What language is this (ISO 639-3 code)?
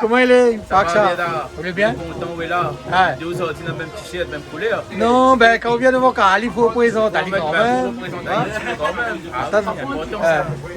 rcf